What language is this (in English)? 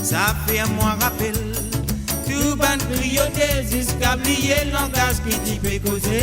Morisyen